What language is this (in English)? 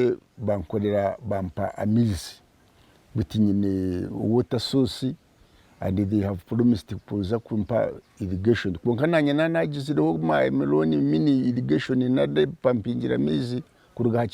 Nyankole